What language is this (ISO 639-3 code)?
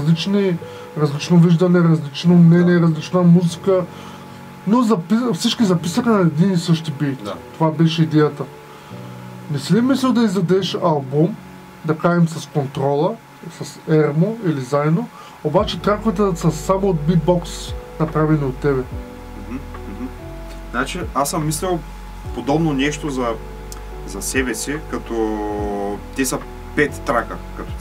bul